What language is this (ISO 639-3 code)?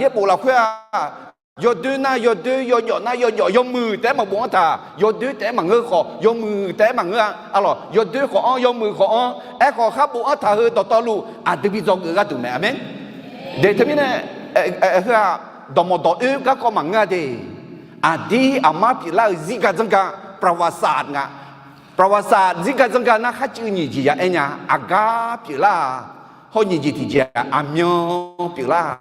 ahk